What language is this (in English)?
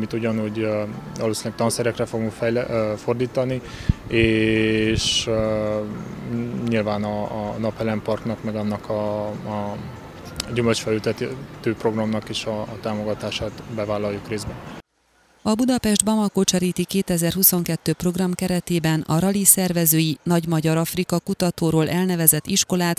Hungarian